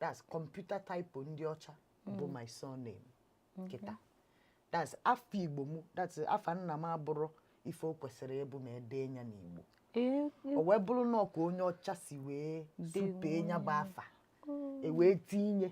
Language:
Igbo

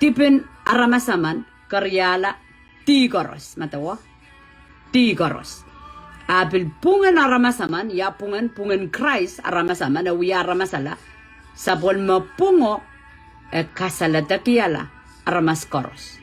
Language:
Pohnpeian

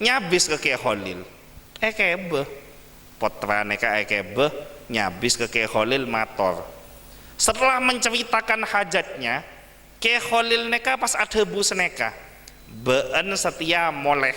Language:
Madurese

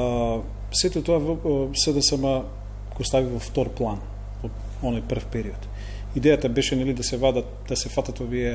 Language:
Macedonian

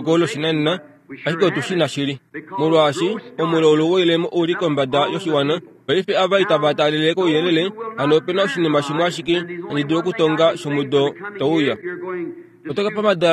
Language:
Kuanyama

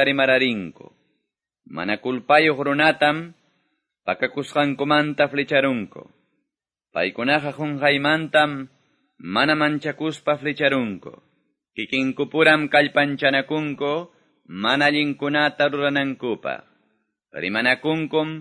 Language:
Quechua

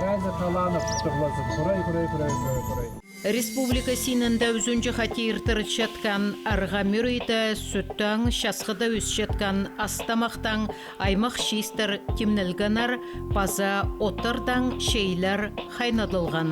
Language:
Khakas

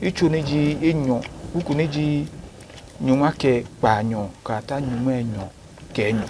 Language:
Adangme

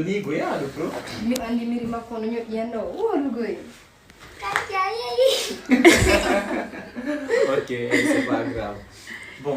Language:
Fula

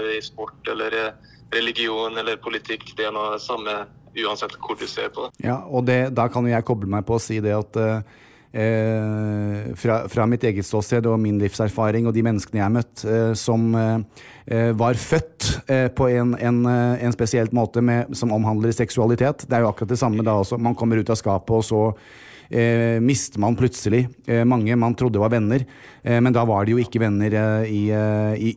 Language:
Norwegian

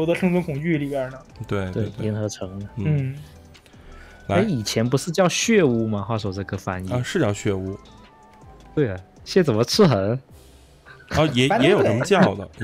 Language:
Chinese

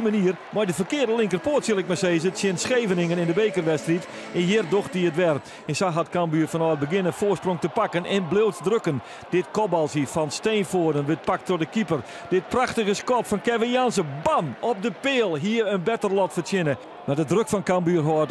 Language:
Western Frisian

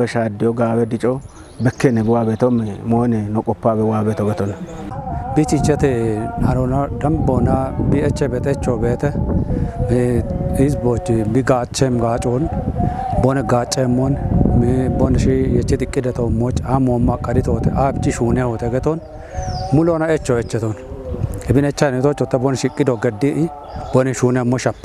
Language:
Kafa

